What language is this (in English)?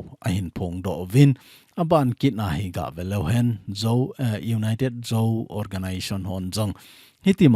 Thado Chin